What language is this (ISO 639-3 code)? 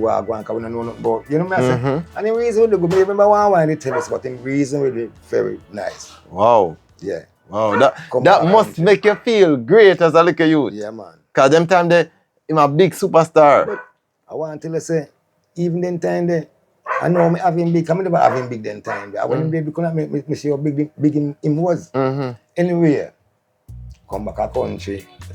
jam